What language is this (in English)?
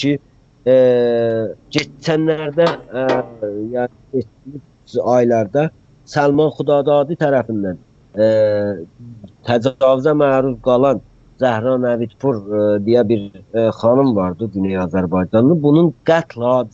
South Azerbaijani